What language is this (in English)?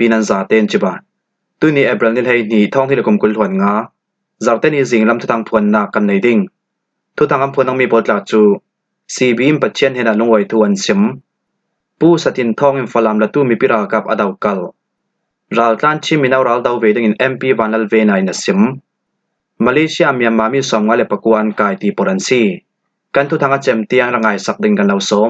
Falam Chin